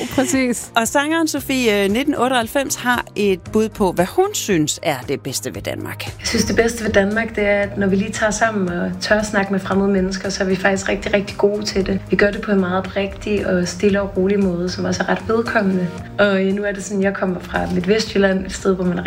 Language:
Danish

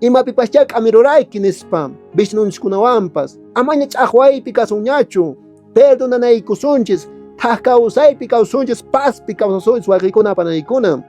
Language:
Quechua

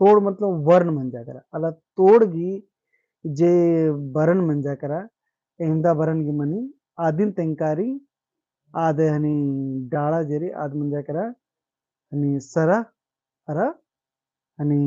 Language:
Kurukh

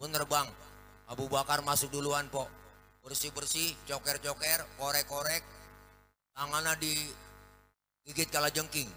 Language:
Betawi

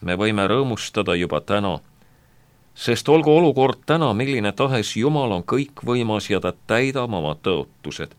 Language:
Estonian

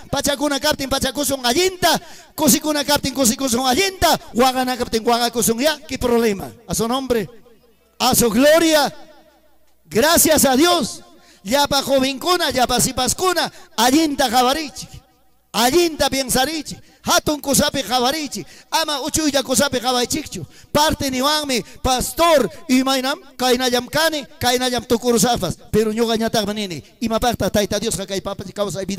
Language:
Ayacucho Quechua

